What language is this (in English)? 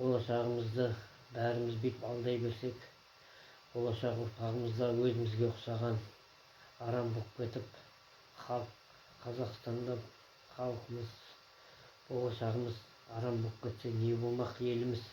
Kazakh